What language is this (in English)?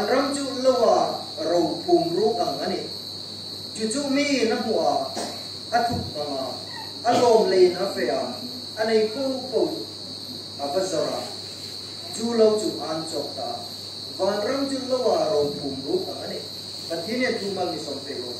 Hmar